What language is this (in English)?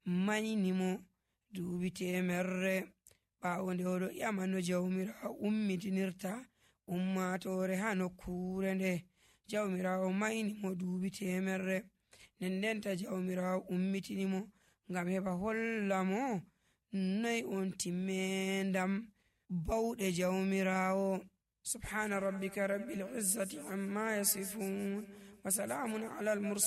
Nigerian Fulfulde